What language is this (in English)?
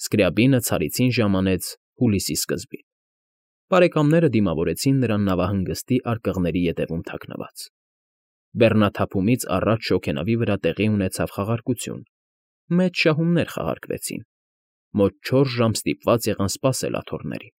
Armenian